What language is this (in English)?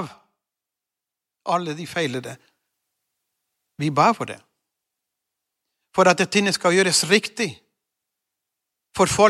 Norwegian